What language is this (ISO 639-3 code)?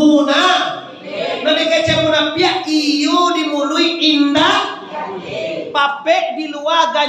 min